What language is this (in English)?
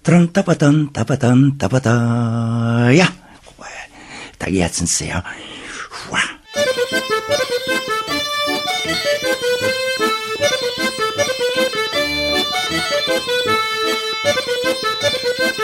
Basque